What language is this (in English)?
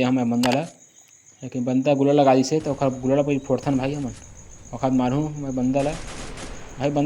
Chhattisgarhi